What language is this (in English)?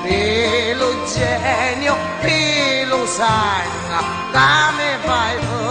Sicilian